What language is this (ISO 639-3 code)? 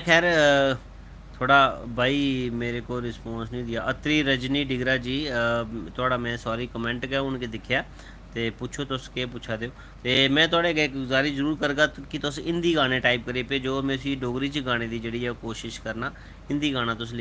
doi